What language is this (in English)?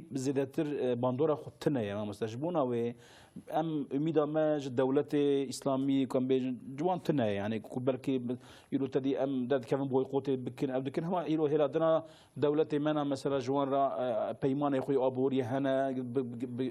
Kurdish